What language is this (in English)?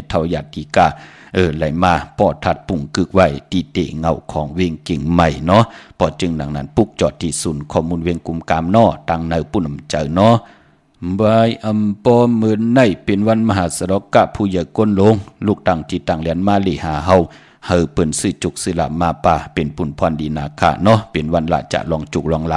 Shan